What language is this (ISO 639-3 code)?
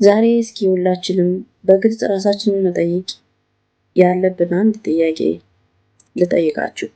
amh